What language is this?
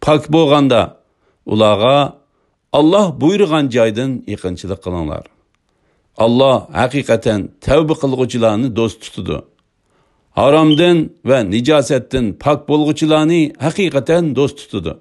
Uyghur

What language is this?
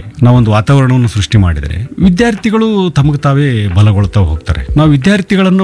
Kannada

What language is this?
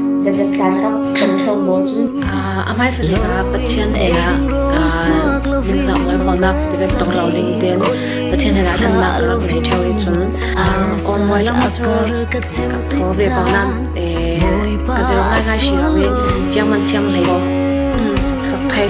Falam Chin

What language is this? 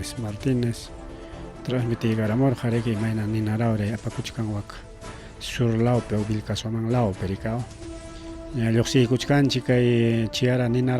Ayacucho Quechua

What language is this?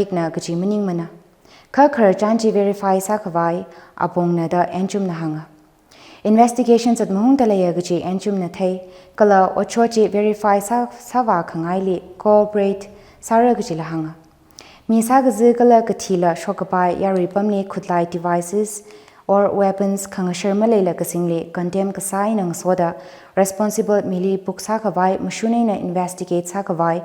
Tangkhul Naga (India)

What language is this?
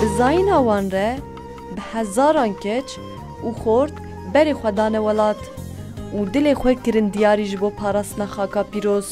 Kurdish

